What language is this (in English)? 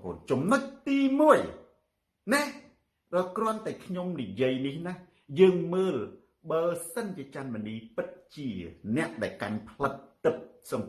Khmer